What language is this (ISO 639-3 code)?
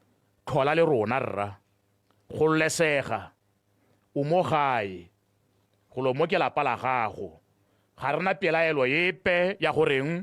tsn